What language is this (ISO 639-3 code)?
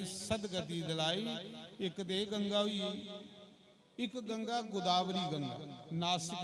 doi